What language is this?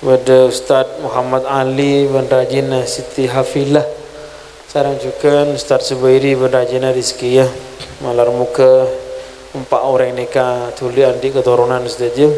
Madurese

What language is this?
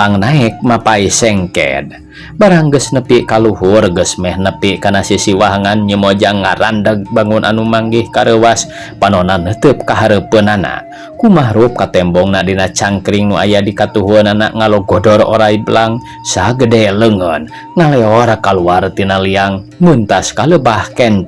Sundanese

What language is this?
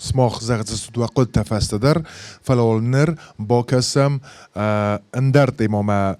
Ossetic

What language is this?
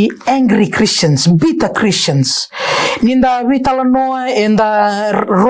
Fijian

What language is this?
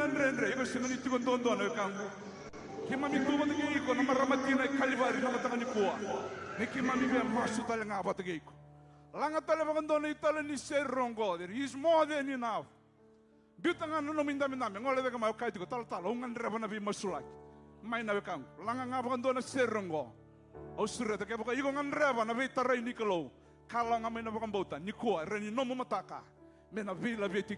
Fijian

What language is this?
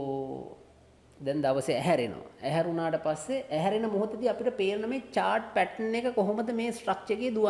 Sinhala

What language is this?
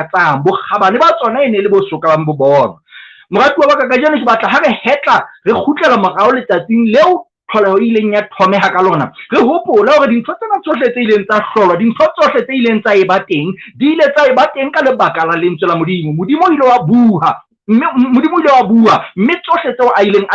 Southern Sotho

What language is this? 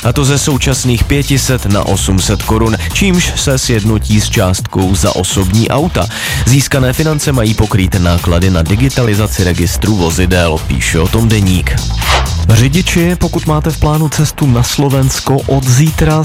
Czech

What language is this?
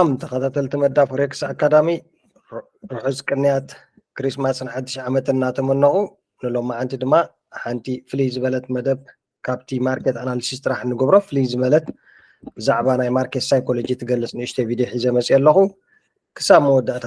Tigrinya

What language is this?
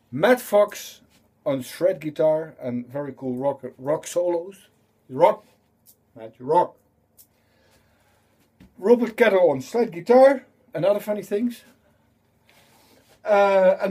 English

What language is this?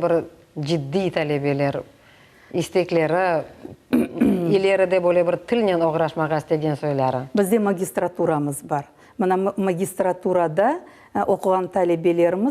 Crimean Tatar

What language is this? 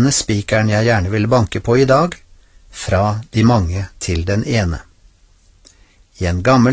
Norwegian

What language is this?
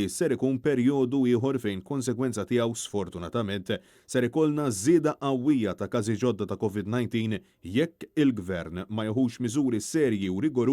Maltese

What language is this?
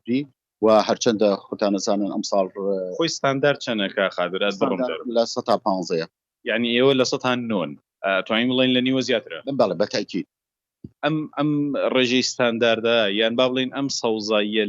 Central Kurdish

